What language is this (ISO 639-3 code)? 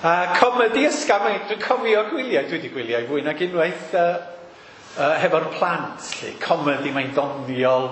cym